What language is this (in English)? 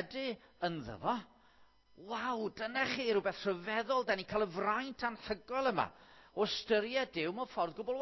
Welsh